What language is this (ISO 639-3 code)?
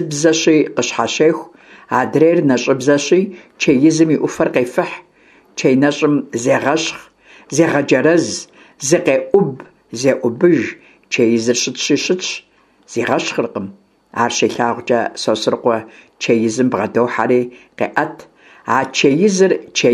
kbd